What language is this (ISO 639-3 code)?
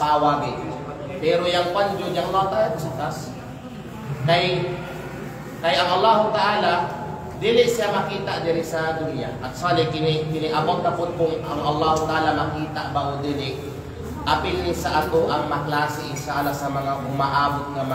kqe